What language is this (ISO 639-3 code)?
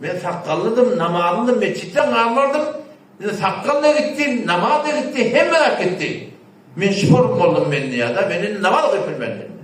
tuk